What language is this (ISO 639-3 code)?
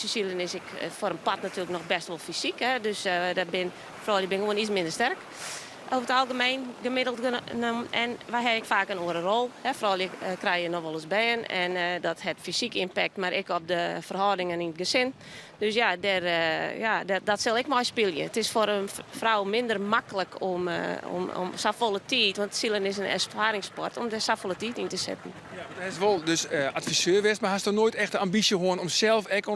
fry